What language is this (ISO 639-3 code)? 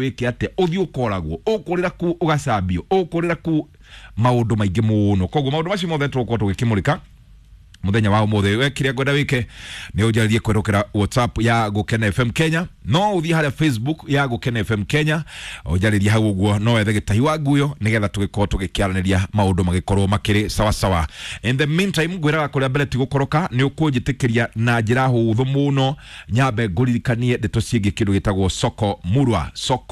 kik